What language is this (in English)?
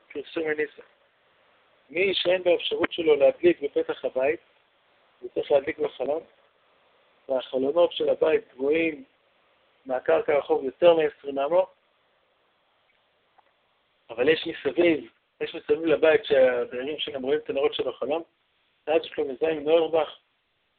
Hebrew